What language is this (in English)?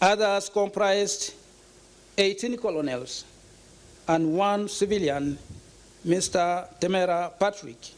Nyankole